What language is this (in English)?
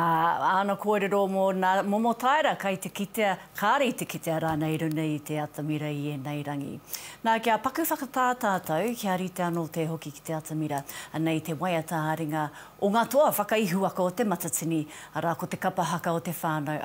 Māori